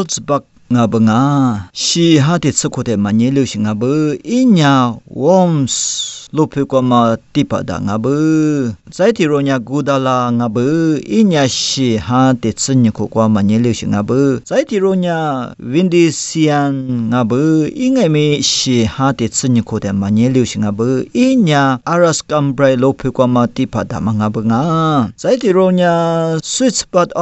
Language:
Lisu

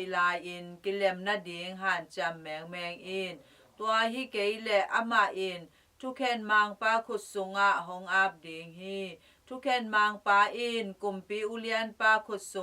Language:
Tedim Chin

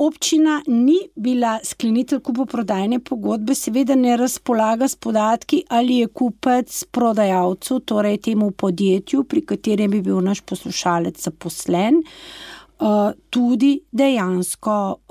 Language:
Slovenian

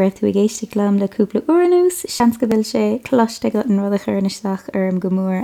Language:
Irish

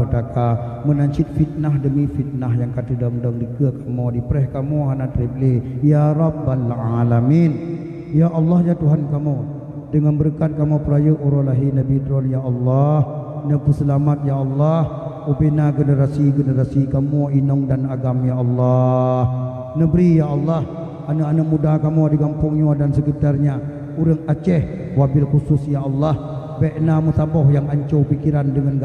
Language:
Achinese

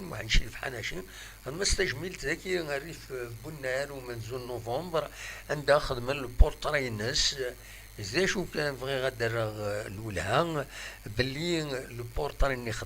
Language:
Kabyle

